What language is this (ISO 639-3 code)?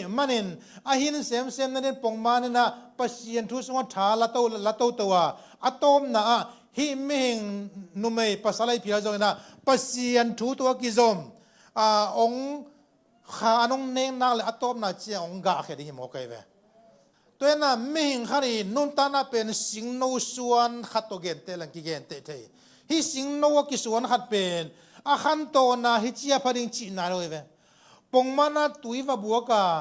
ctd